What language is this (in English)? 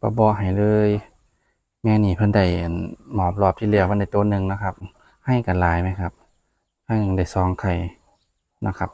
Northeastern Thai